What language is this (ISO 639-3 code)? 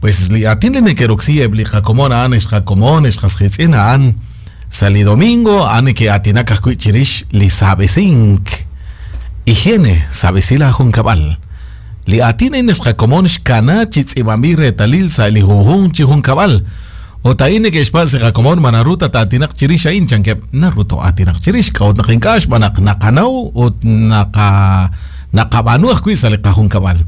kek